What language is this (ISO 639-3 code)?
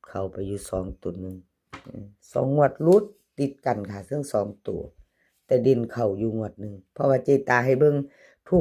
tts